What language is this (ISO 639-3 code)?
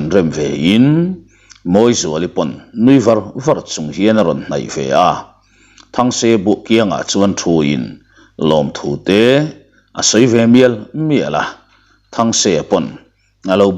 lus